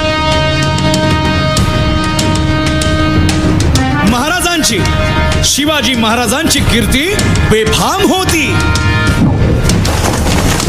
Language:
Marathi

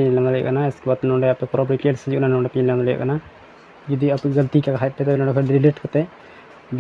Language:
Santali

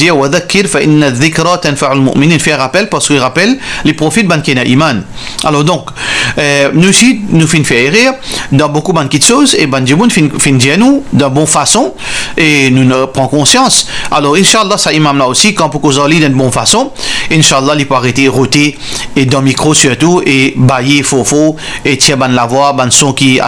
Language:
Morisyen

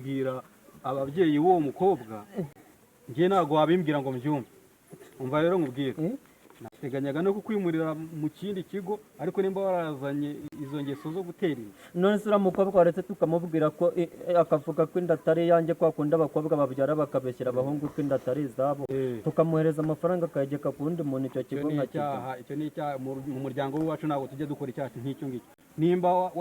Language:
Kinyarwanda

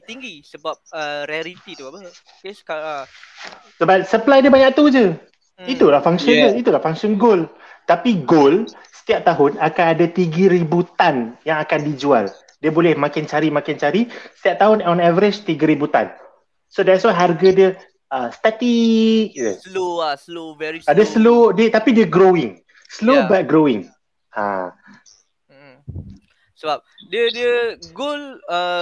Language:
Malay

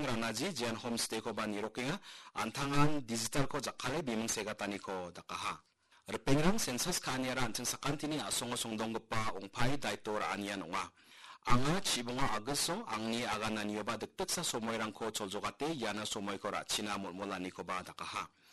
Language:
Garo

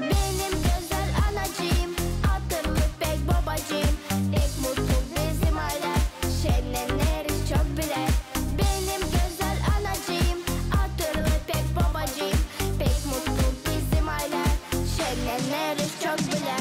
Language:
Gagauz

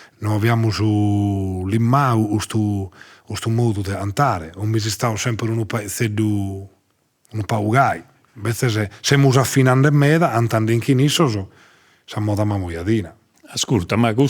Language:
Sardinian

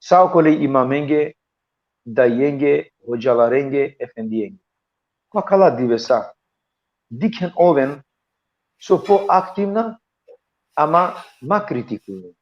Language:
Balkan Romani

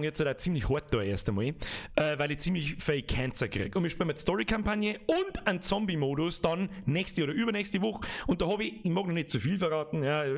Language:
Bavarian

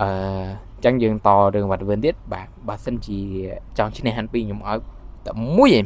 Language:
Khmer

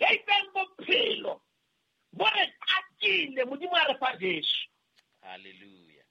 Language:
Southern Sotho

